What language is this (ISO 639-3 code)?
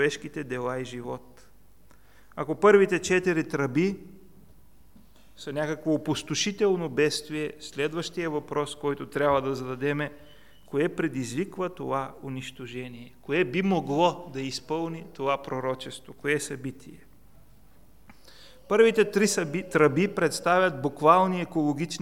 bul